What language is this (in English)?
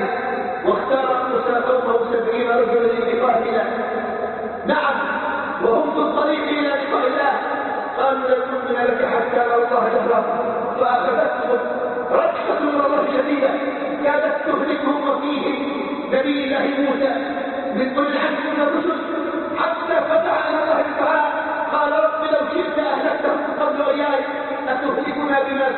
Arabic